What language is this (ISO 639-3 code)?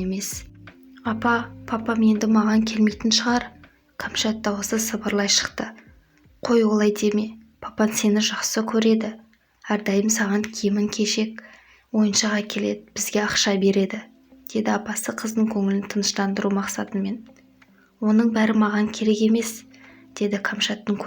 kaz